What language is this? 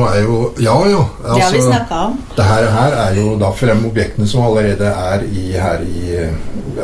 Norwegian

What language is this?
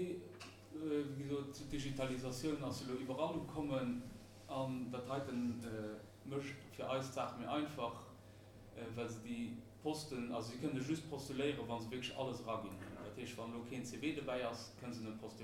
Luxembourgish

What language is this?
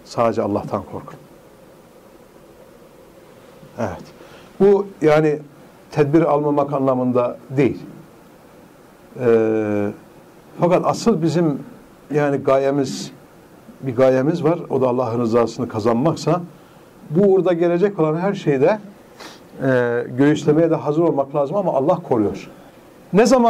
Turkish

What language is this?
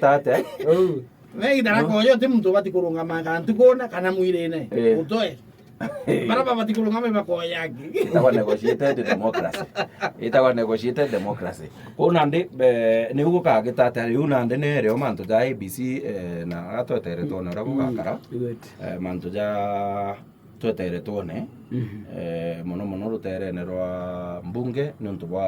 Meru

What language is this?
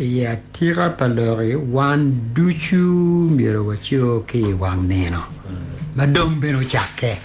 Acoli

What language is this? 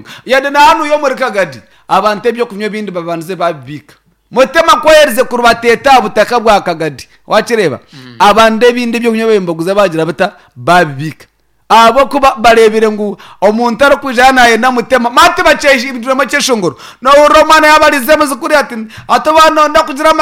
Nyankole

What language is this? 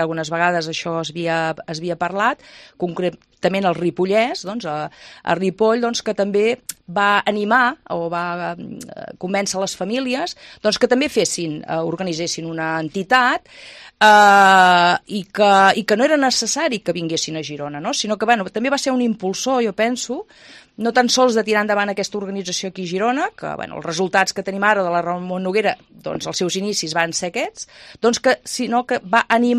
Catalan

